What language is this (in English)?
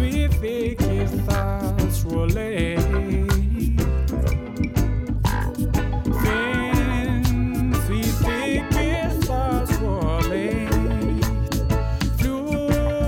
Icelandic